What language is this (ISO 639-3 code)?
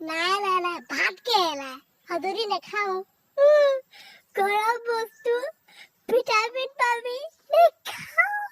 asm